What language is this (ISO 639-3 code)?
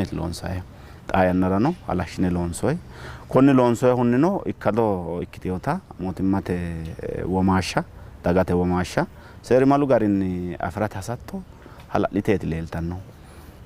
sid